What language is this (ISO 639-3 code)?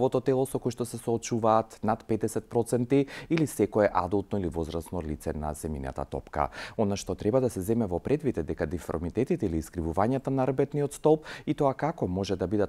mkd